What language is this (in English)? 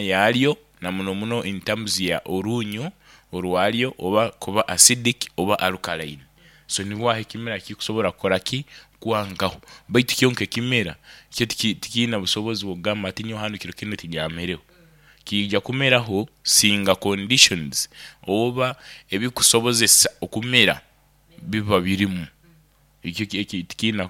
Nyankole